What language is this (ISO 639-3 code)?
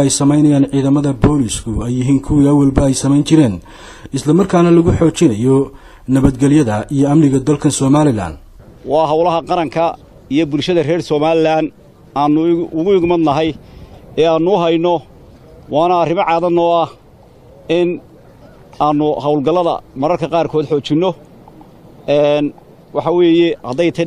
som